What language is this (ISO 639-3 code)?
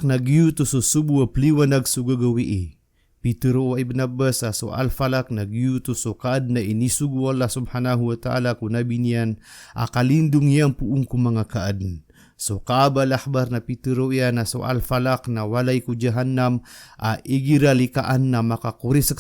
mrw